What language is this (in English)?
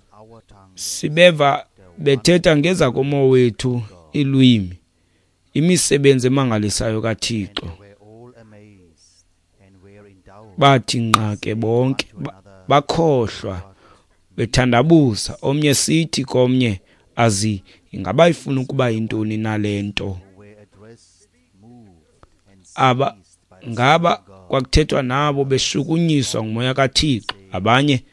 Xhosa